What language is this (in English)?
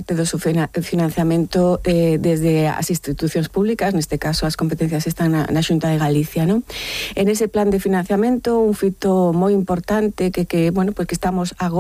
Galician